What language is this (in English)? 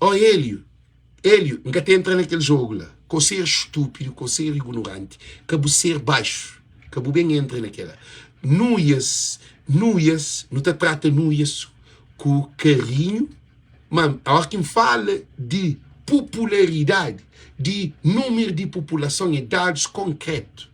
Kabuverdianu